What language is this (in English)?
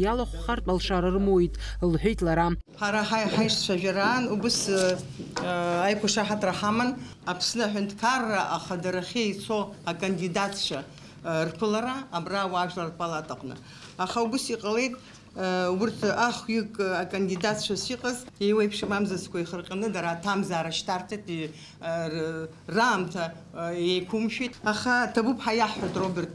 Abkhazian